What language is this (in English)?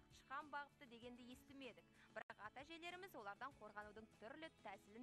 Kazakh